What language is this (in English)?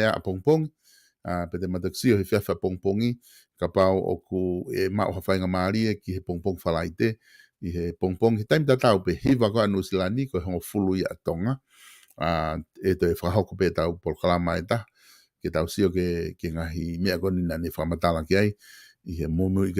Tongan